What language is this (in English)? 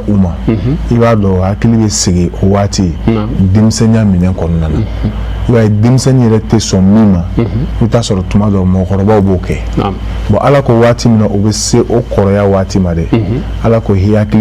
Bambara